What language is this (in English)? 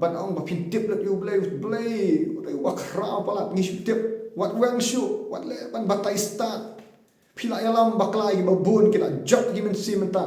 Khasi